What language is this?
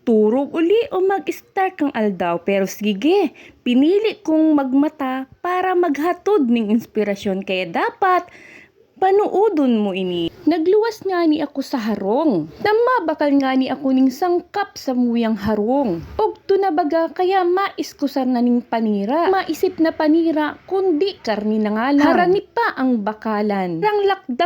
Bikol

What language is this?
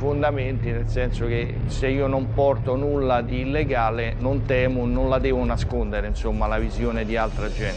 Italian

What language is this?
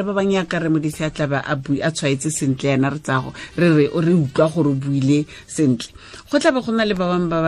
Tswana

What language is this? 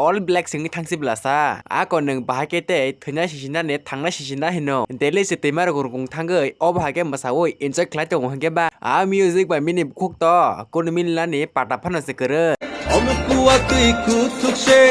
Kok Borok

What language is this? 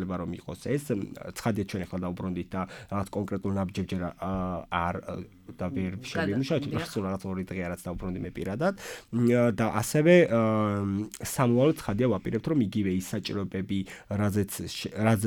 Georgian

